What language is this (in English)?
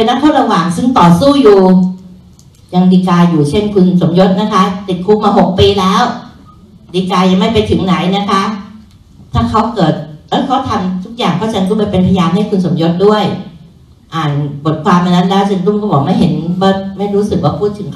Thai